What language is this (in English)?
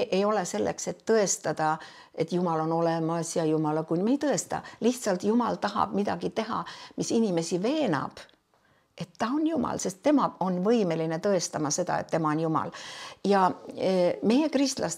Estonian